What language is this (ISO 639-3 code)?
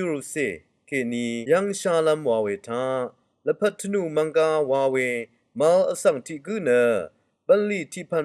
raw